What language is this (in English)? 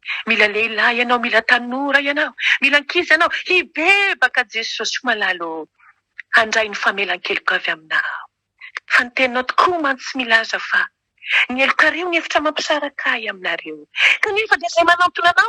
Malagasy